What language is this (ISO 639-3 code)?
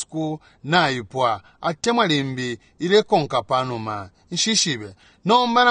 bem